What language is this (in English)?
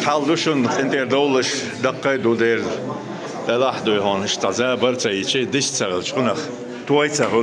Chechen